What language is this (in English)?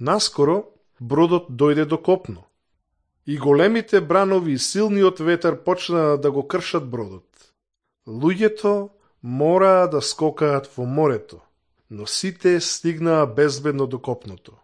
Macedonian